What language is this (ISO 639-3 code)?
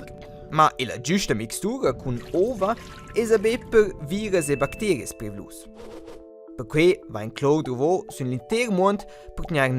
roh